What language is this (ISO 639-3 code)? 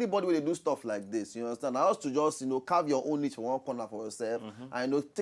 pcm